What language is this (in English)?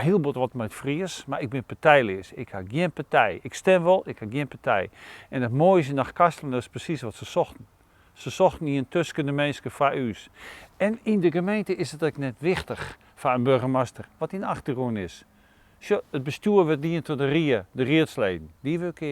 Western Frisian